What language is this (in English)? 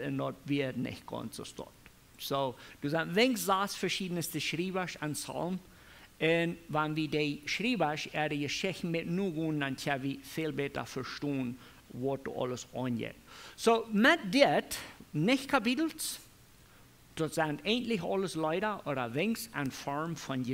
Plautdietsch